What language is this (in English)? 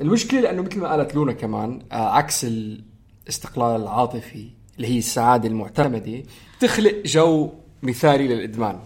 North Levantine Arabic